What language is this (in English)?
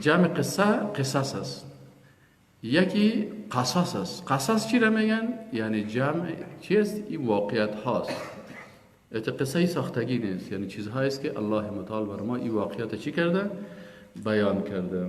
Persian